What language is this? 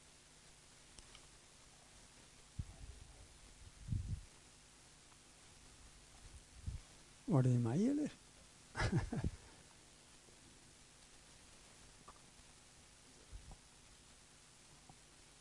Norwegian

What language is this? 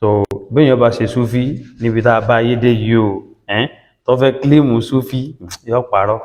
Yoruba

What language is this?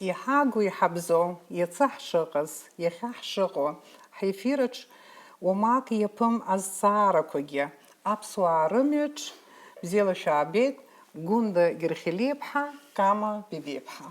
Abkhazian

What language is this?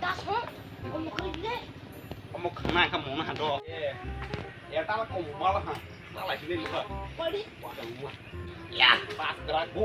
Kok Borok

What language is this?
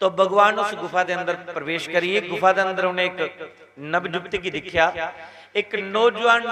Dogri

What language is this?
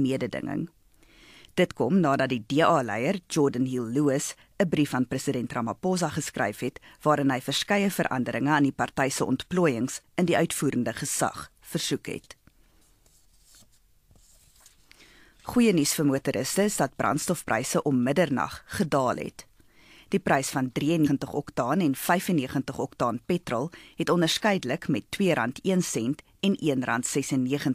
Afrikaans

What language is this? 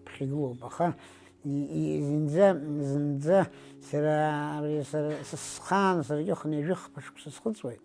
Abkhazian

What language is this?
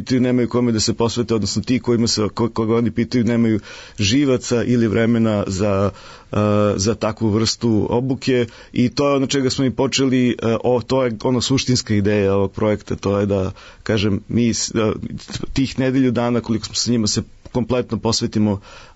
Serbian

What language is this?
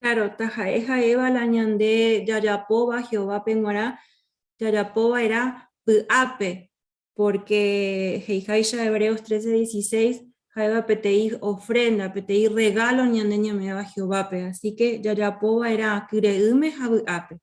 Guarani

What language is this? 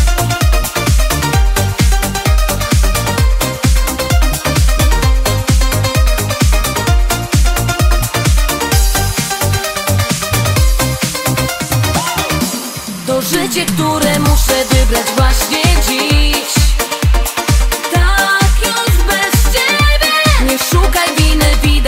Polish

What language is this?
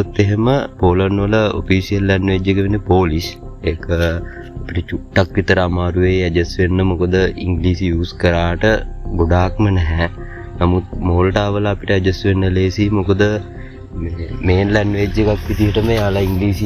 Sinhala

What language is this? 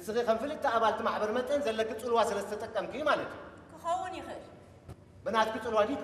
Tigrinya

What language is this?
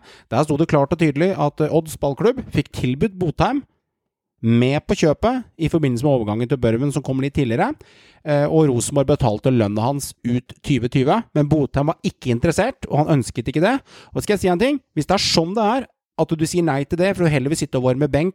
Norwegian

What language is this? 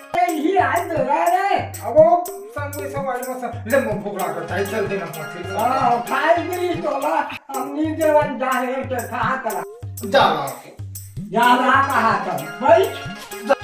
Chhattisgarhi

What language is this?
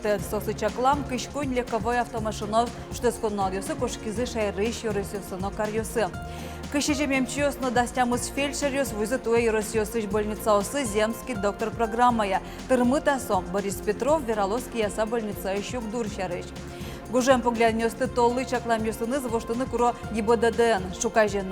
Udmurt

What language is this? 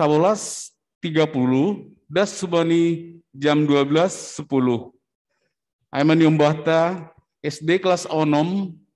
Batak Simalungun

